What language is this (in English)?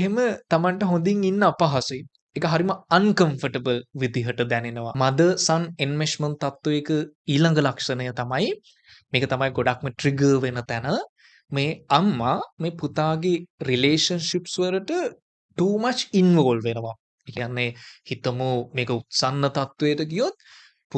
Sinhala